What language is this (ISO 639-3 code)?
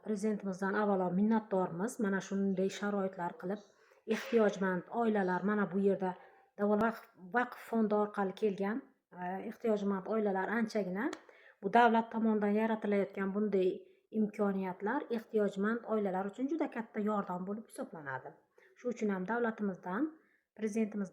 uzb